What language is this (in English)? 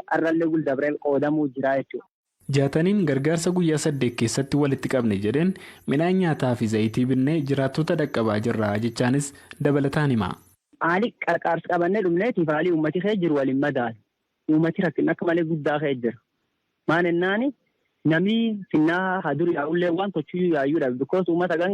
Oromo